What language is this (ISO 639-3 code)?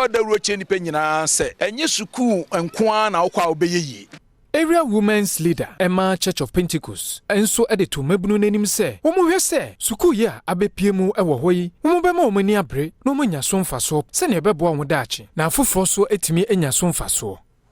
aka